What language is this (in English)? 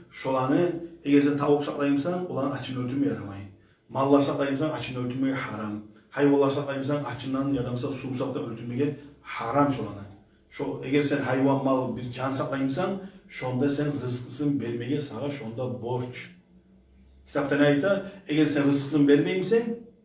Kumyk